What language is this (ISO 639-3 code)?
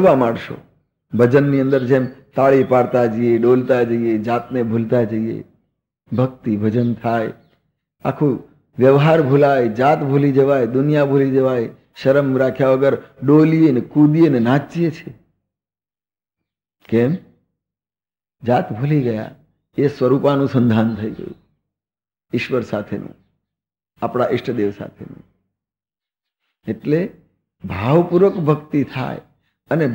guj